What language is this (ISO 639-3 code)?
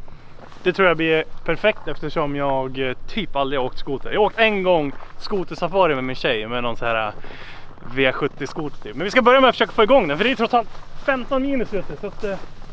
swe